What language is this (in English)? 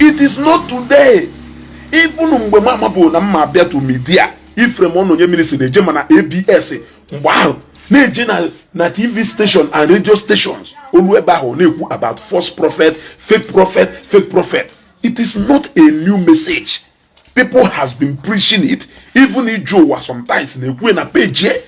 Igbo